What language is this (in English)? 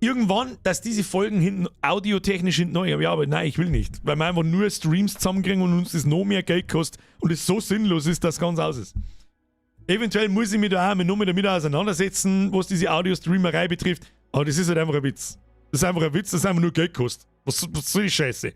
Bavarian